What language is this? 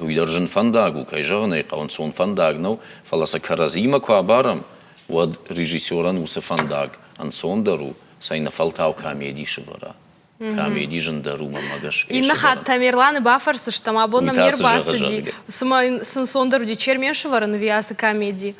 Ossetic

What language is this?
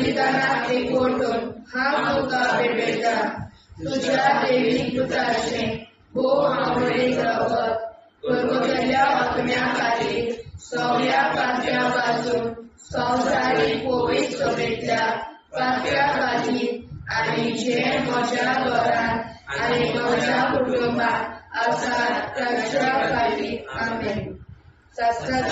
Konkani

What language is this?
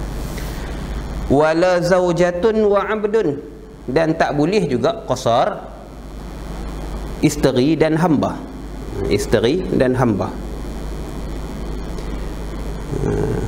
Malay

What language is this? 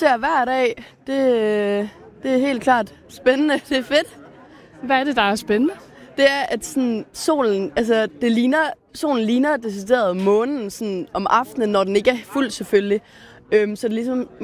Danish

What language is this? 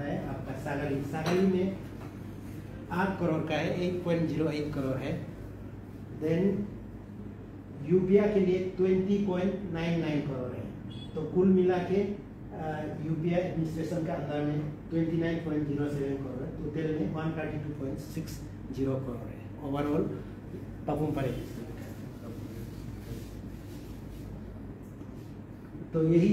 Hindi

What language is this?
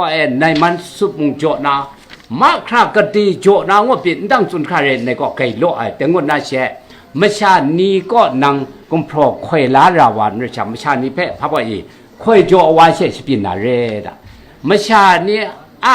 Kachin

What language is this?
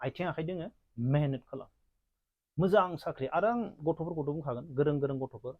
Bodo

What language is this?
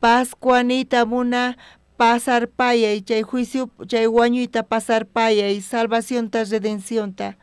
South Bolivian Quechua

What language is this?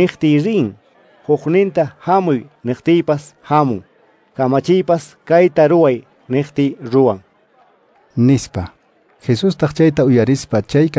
Quechua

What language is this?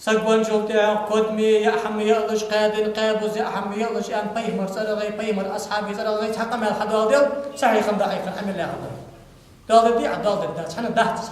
Ingush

